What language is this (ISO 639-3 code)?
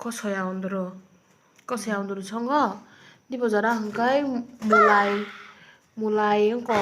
trp